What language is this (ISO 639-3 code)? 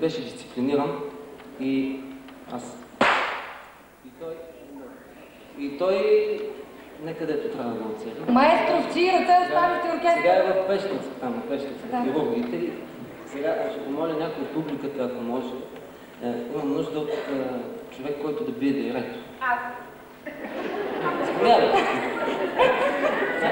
bul